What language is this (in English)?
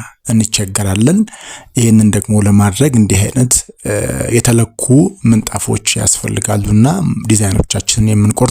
Amharic